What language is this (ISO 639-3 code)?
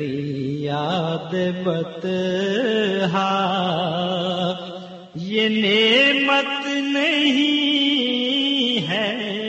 urd